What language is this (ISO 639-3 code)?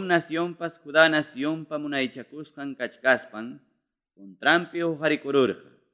quy